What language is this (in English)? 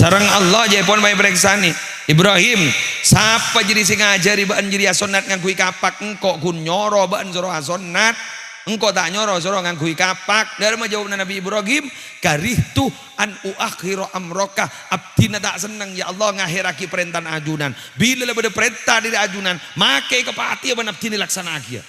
Madurese